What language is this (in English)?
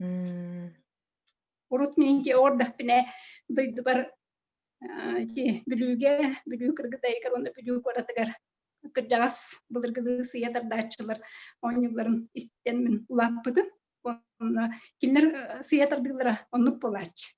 Yakut